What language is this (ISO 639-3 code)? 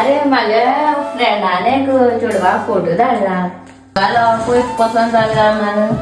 kok